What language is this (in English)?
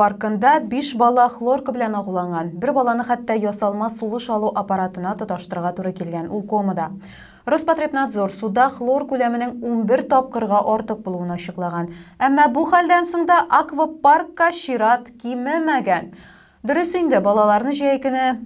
Tatar